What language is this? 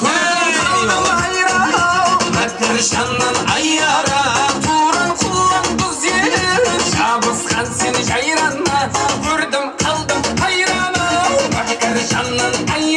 Kara-Kalpak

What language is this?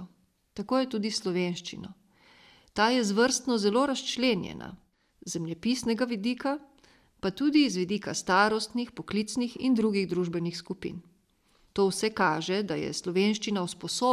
Slovenian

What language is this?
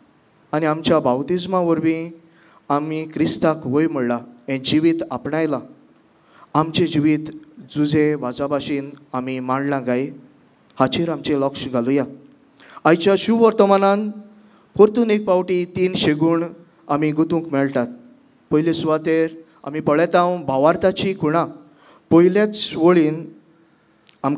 Konkani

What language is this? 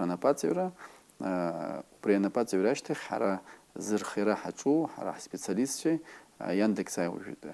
Abkhazian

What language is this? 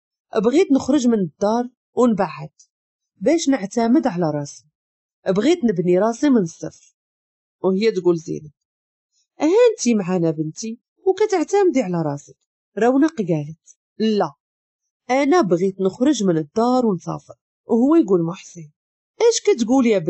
Moroccan Arabic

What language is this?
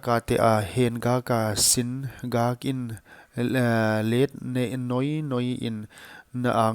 Paite Chin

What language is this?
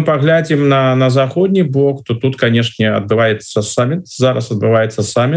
Belarusian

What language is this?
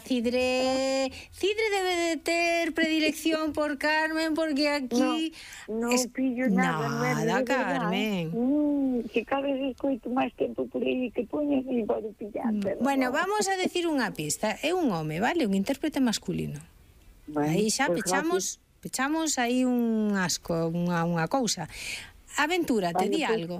Galician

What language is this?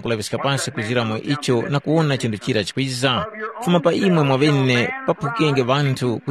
Tumbuka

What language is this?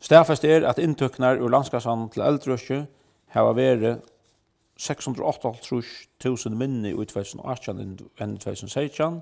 Faroese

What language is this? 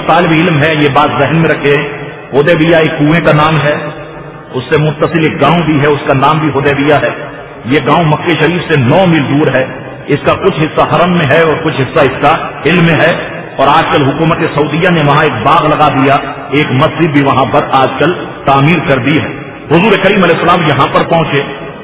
Urdu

